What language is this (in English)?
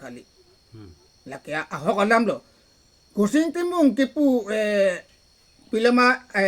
Karbi